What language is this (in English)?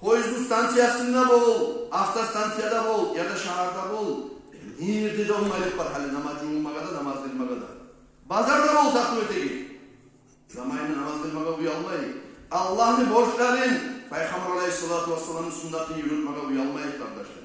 Kumyk